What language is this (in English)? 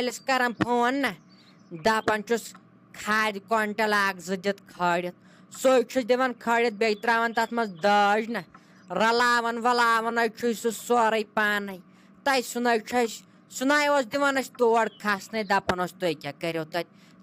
Kashmiri